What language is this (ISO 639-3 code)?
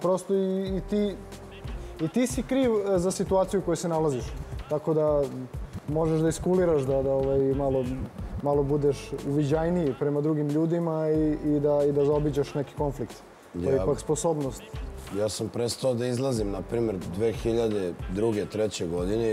srp